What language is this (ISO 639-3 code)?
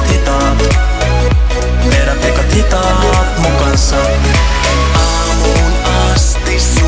fin